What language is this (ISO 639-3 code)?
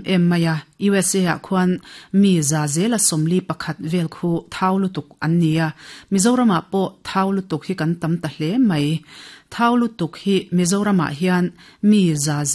lus